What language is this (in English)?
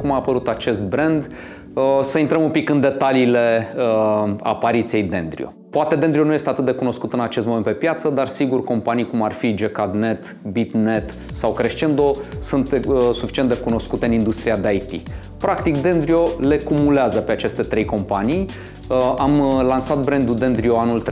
Romanian